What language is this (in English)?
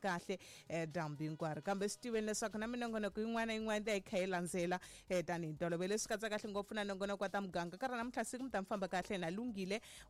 Tsonga